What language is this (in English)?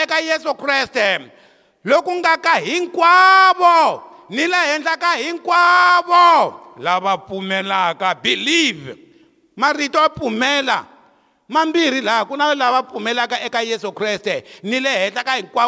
Tsonga